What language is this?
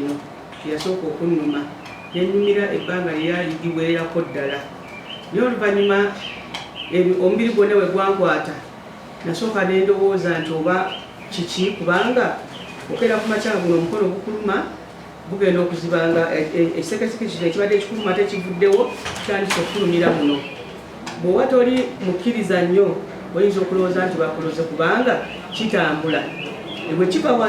Ganda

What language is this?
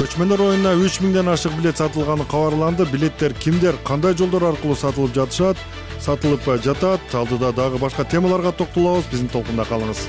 Kyrgyz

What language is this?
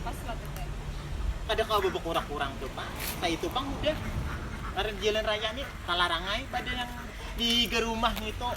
Banjar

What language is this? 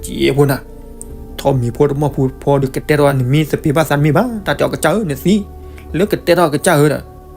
S'gaw Karen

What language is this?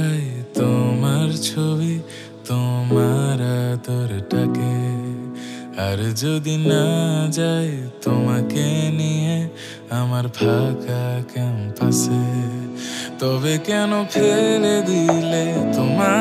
Bangla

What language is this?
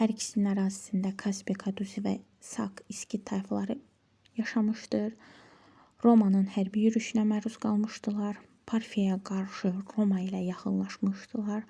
Azerbaijani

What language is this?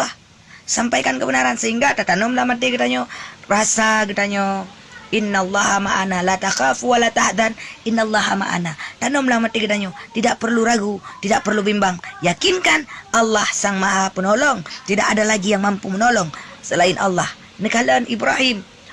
Achinese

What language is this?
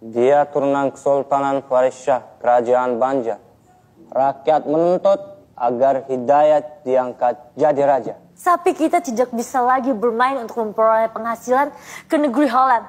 Banjar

